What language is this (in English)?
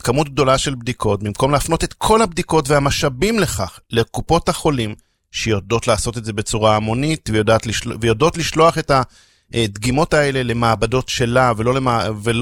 Hebrew